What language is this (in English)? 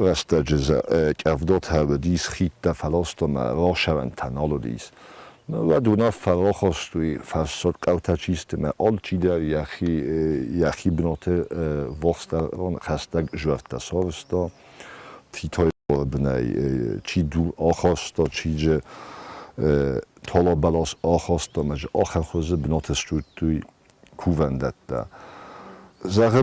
Ossetic